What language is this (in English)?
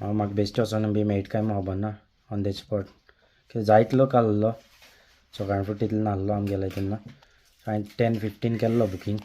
Konkani